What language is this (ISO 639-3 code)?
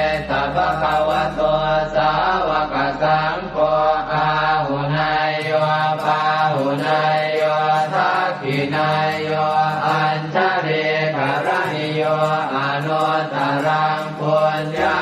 pli